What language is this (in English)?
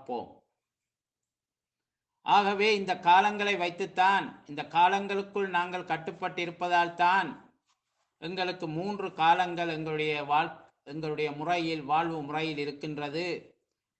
Tamil